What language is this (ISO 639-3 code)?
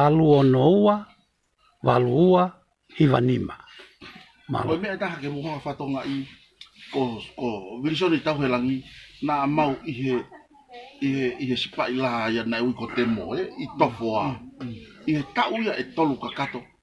ton